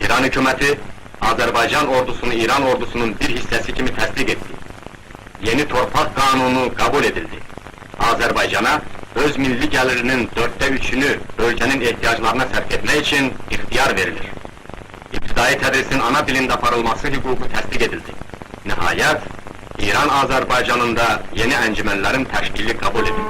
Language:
South Azerbaijani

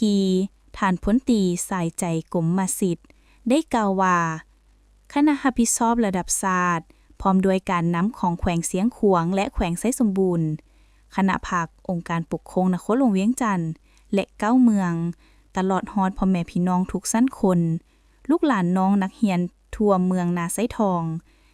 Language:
Lao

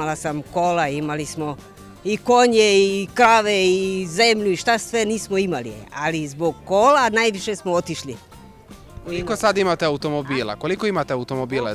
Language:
Serbian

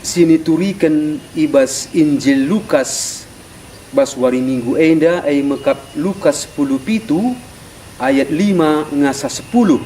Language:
Batak Karo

